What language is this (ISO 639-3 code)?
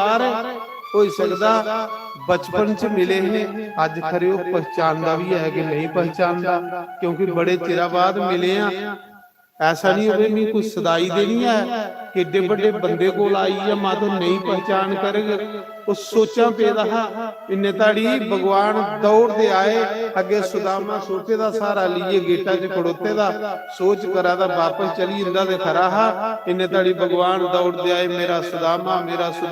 doi